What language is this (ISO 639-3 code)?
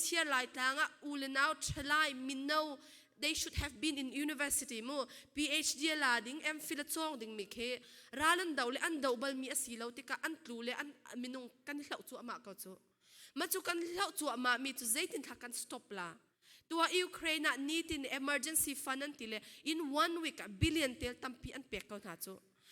cfm